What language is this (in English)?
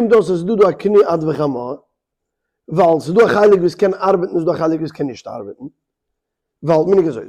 Yiddish